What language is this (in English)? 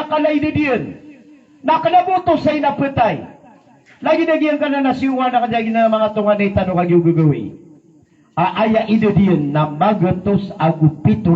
Maranao